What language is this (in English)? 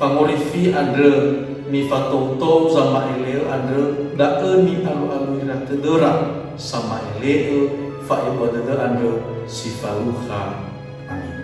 Nias